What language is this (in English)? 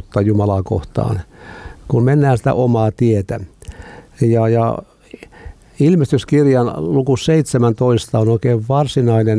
Finnish